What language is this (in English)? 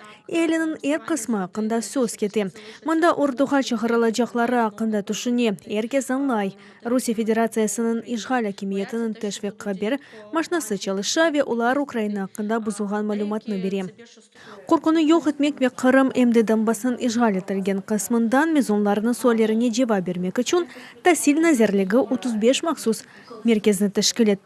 Crimean Tatar